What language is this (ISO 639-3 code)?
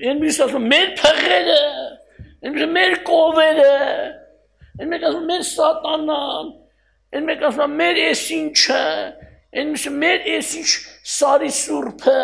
hye